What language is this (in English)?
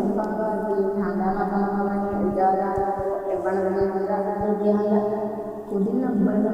Divehi